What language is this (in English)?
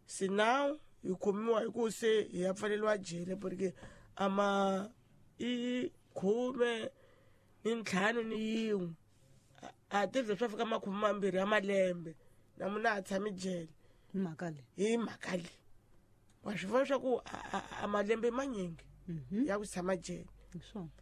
Tsonga